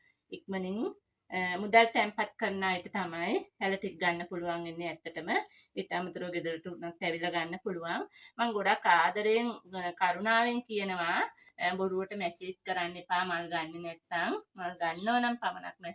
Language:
Sinhala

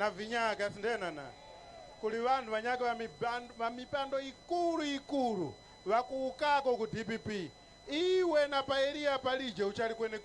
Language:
Nyanja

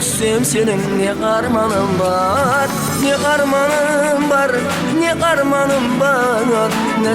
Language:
Kara-Kalpak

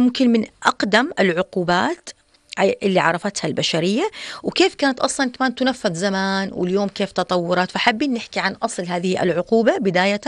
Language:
North Levantine Arabic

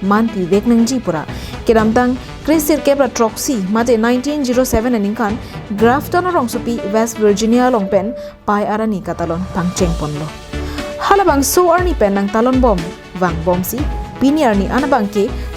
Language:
Karbi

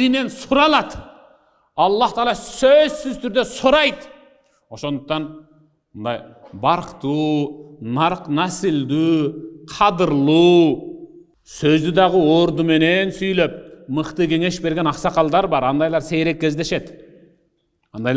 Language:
Kyrgyz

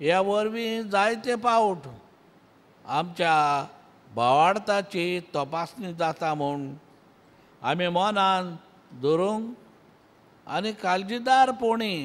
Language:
Konkani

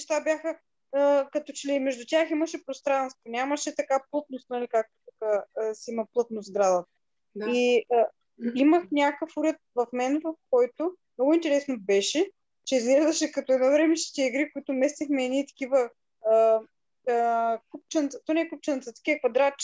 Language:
Bulgarian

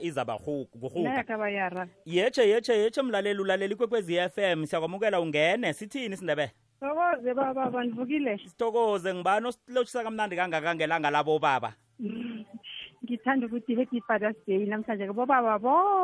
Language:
South Ndebele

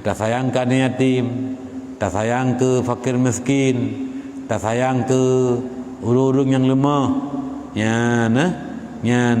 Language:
Achinese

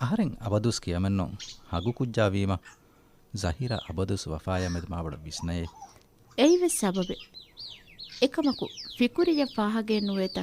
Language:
Divehi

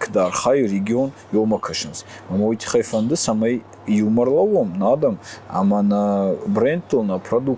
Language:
Ossetic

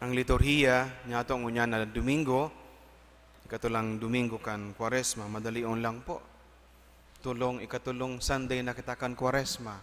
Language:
Bikol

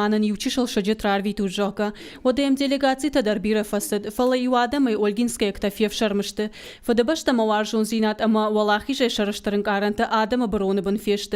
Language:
Ossetic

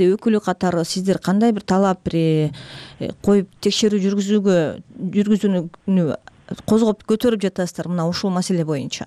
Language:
Kyrgyz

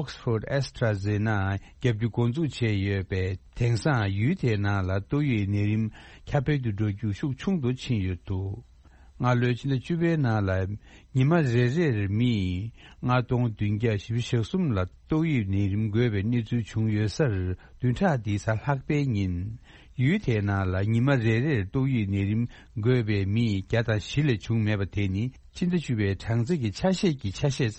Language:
Tibetan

